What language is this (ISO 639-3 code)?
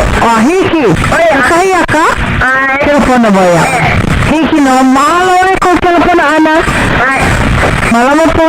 haw